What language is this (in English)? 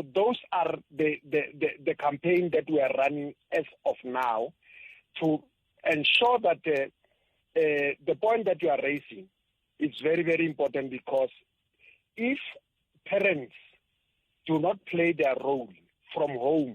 Tsonga